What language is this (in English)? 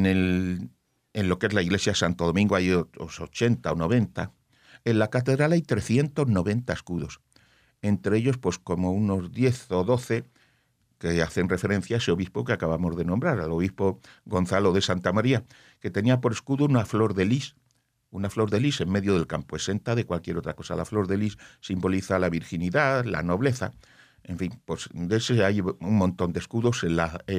Spanish